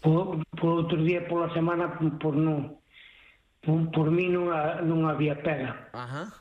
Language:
Galician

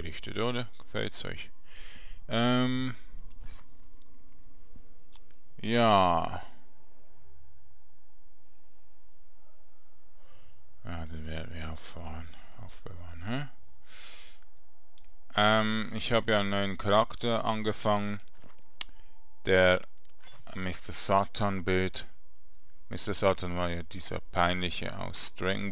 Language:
German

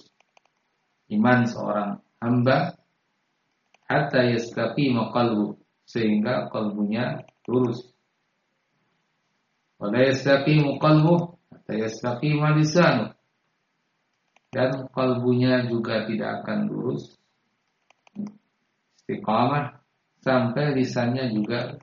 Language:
Indonesian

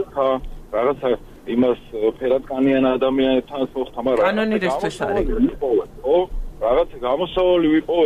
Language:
Georgian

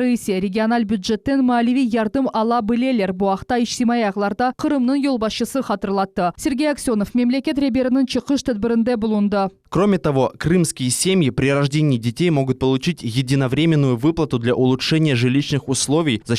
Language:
Crimean Tatar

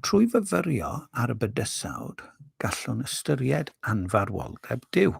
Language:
Welsh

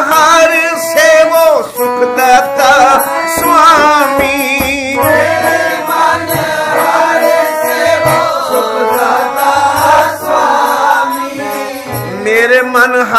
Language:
Punjabi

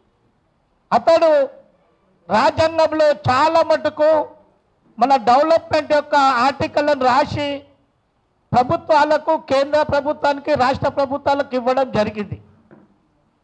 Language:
Telugu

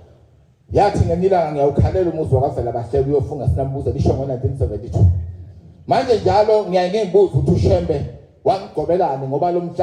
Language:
Zulu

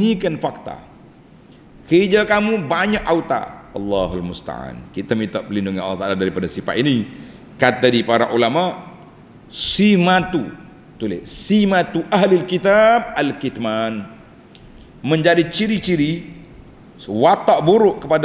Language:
Malay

